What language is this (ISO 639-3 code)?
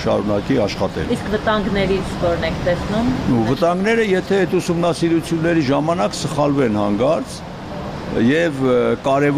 hye